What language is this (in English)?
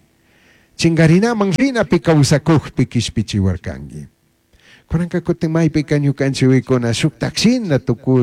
Chimborazo Highland Quichua